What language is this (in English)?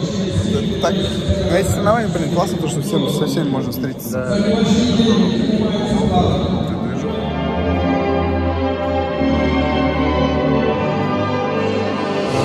Russian